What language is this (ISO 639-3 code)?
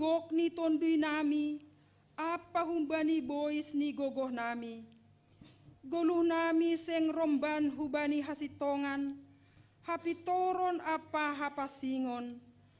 bts